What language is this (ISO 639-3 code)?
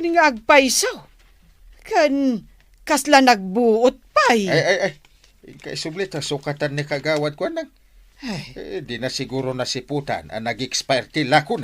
ilo